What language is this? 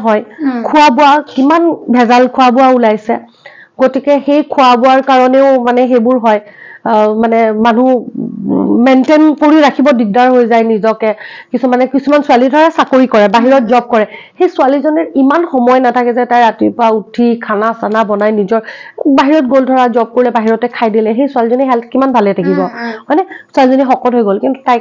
Assamese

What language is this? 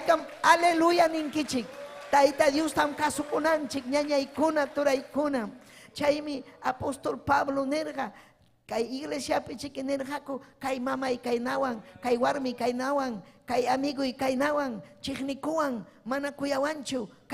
Ayacucho Quechua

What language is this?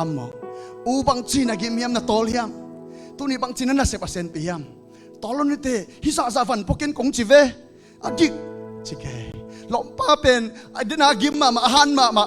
Tedim Chin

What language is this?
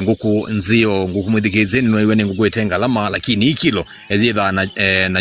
Kamba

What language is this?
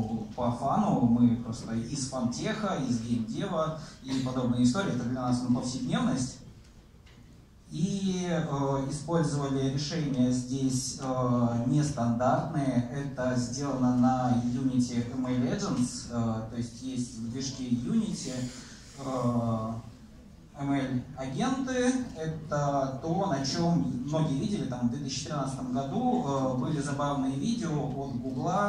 Russian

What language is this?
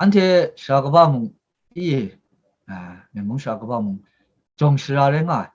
Kachin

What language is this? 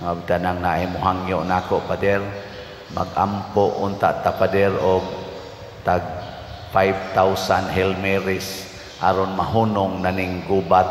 Cebuano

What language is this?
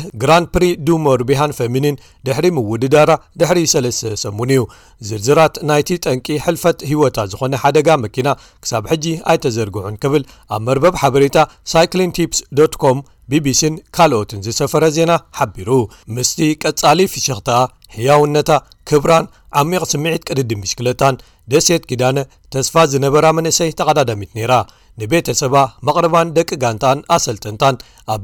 Tigrinya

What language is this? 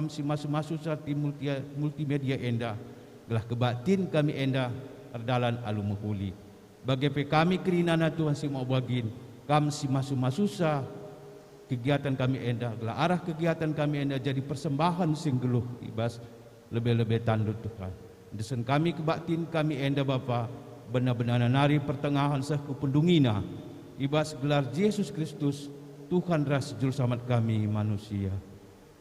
Batak Karo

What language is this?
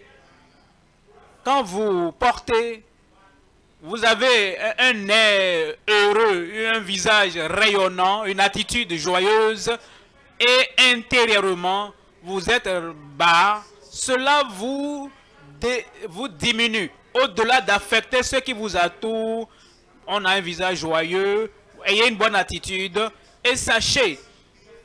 French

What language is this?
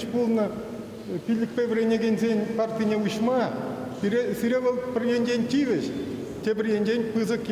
Chuvash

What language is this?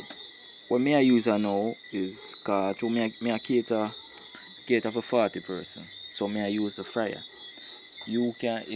Jamaican Creole English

